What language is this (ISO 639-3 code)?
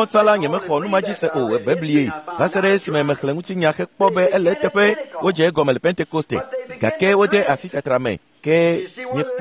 ewe